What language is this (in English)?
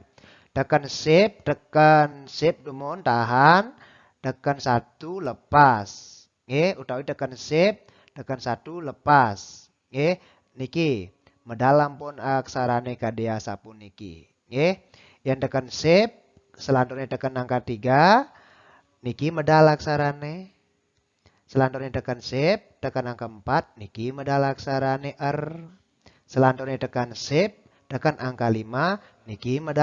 Balinese